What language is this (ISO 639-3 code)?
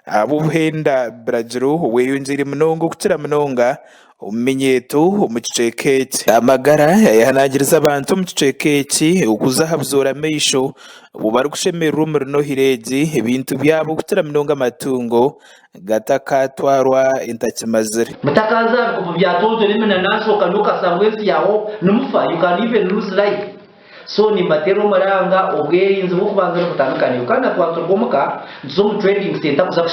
nyn